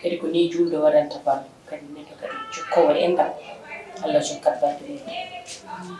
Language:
Fula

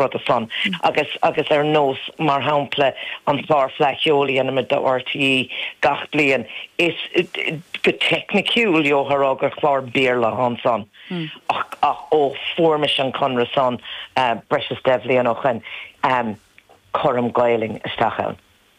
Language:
Irish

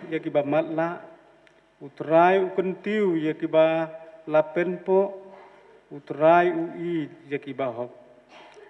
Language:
Khasi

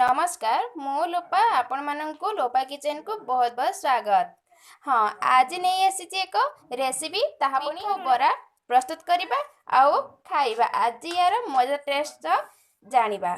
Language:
Odia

